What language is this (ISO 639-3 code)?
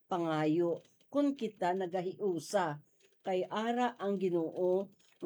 hil